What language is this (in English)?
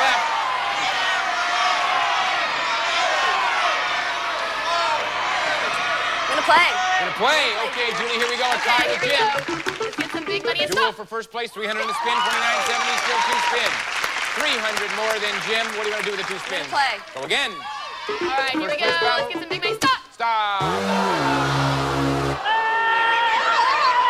English